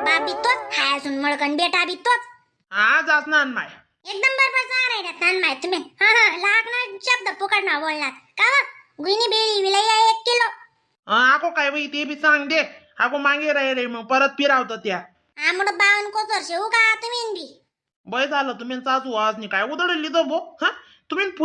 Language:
Khandesi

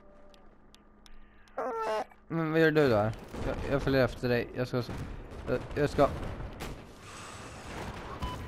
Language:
Swedish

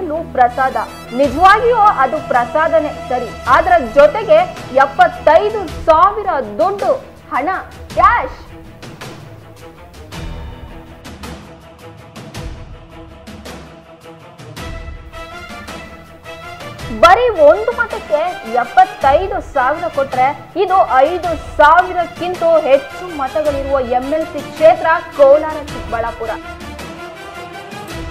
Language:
Kannada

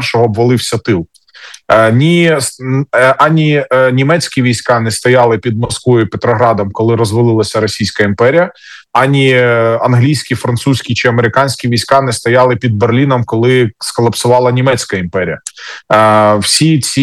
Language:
Ukrainian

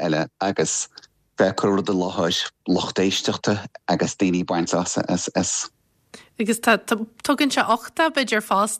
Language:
Irish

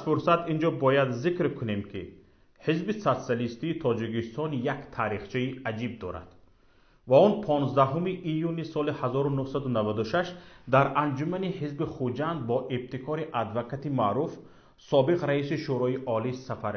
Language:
Tajik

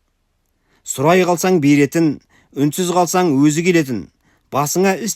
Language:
Kazakh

